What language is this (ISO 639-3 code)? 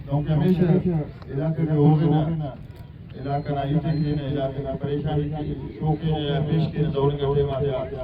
brh